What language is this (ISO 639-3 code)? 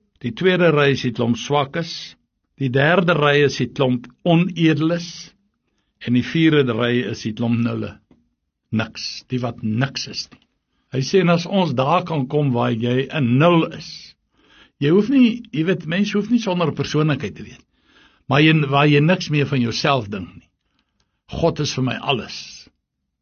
afr